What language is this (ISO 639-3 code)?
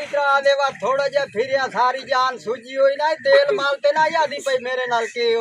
skr